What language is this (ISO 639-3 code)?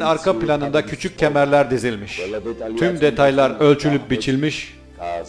tur